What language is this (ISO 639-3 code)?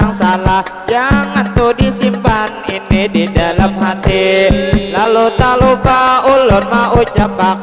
bjn